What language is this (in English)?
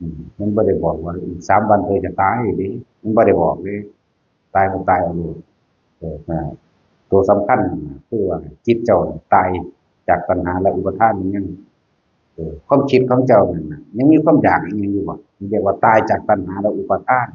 Northeastern Thai